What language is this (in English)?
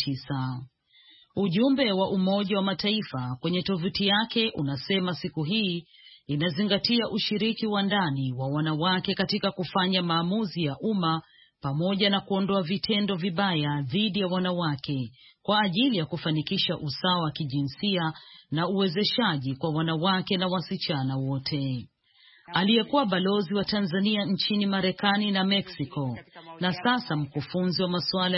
Swahili